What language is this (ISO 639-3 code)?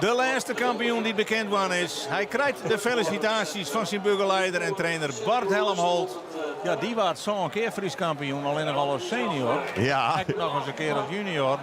fry